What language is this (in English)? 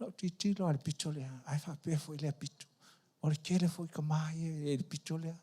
Samoan